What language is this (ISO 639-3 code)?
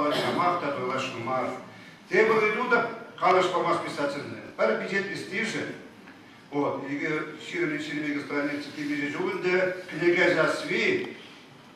chv